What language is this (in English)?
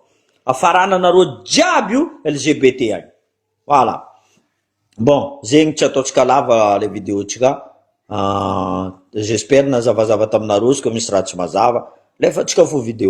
Malagasy